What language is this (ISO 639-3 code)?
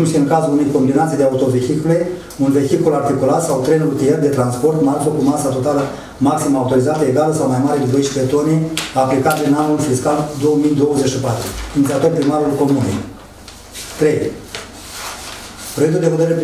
ron